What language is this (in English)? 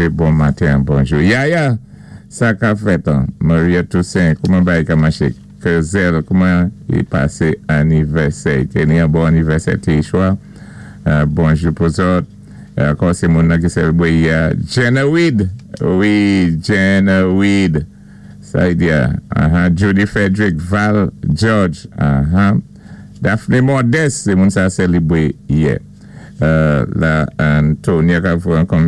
Saint Lucian Creole French